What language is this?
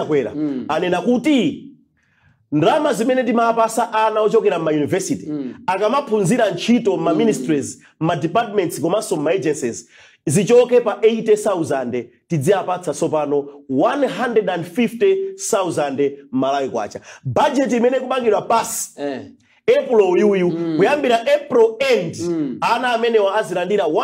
Nyanja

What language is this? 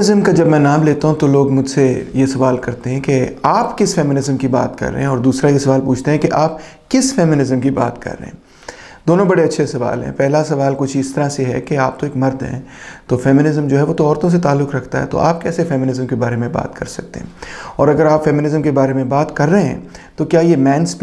Urdu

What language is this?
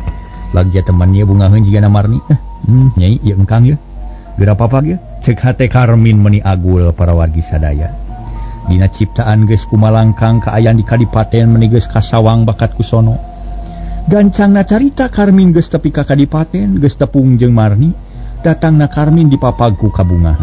Sundanese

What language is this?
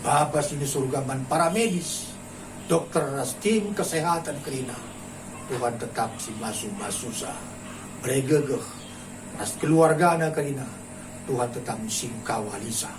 Batak Karo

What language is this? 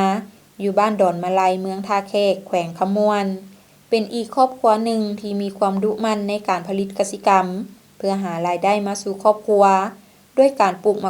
Lao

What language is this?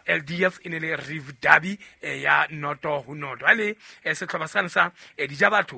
Southern Sotho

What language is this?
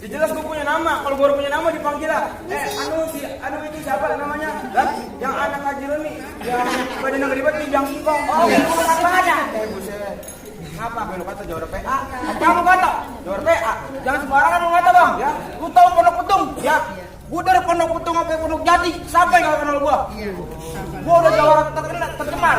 Betawi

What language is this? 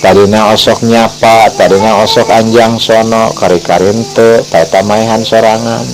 Sundanese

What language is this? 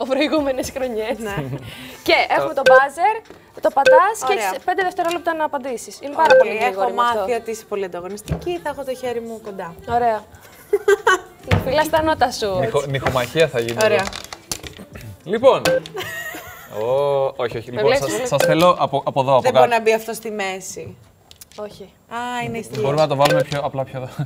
Greek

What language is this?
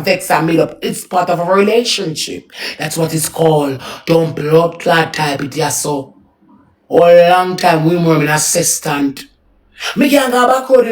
Jamaican Creole English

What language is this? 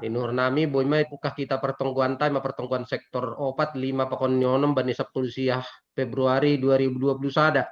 Batak Simalungun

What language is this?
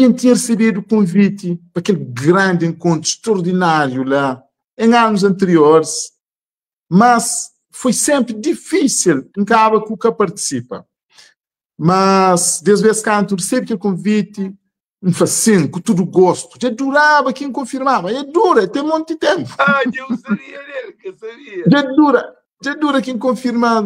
Kabuverdianu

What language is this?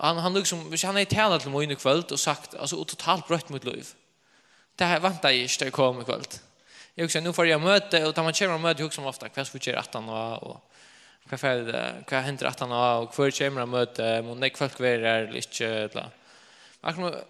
Faroese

